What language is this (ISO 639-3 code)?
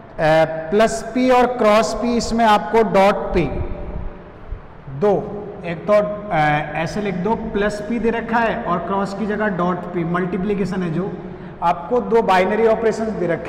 hin